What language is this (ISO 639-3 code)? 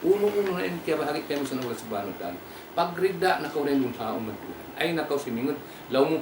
tsg